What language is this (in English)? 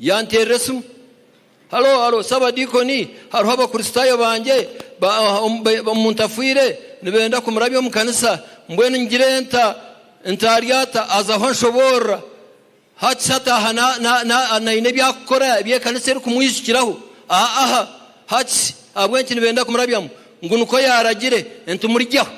Nyankole